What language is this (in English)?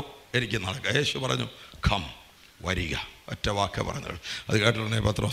Malayalam